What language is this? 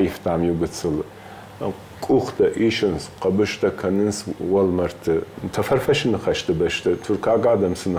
Ossetic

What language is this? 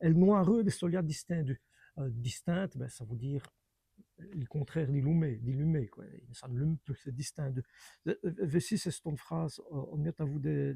Walloon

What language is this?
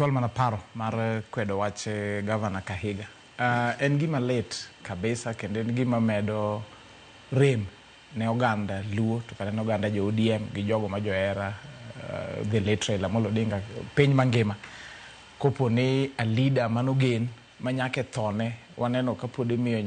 Luo (Kenya and Tanzania)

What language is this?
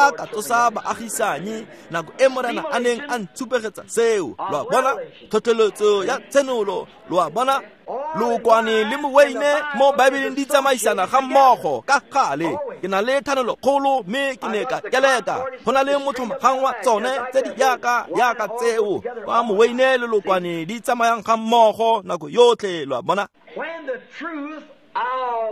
Tswana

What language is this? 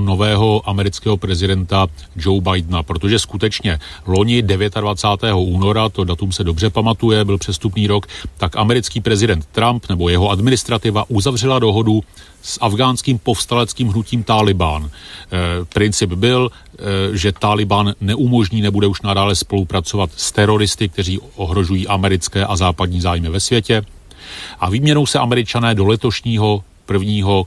Czech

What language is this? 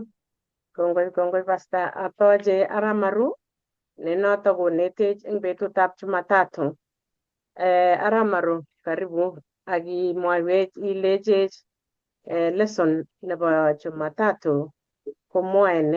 Kalenjin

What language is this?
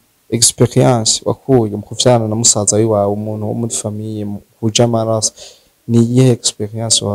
Rundi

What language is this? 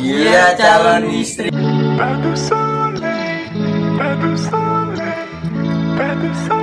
Betawi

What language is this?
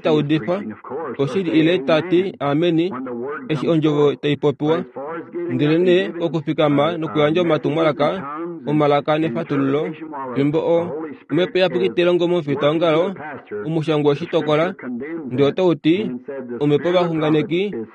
Kuanyama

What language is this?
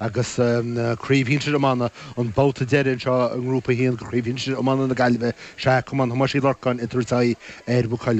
Irish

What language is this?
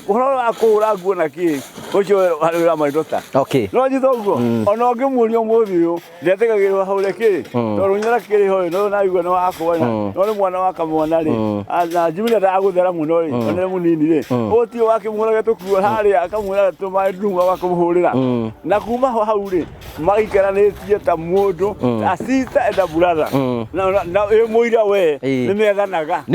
Kikuyu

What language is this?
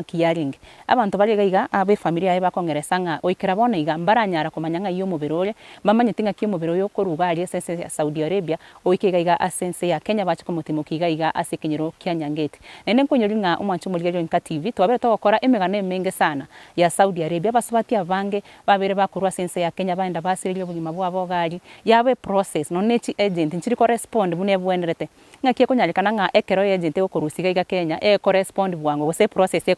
Gusii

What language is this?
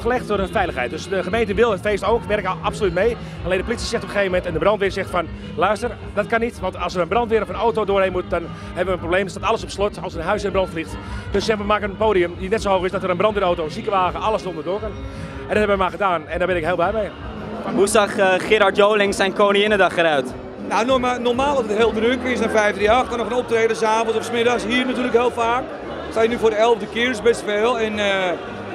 Dutch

